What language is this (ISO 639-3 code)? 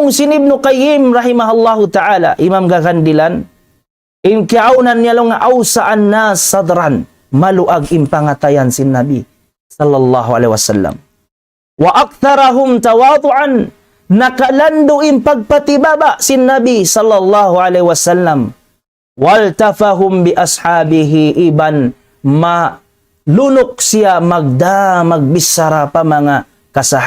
tsg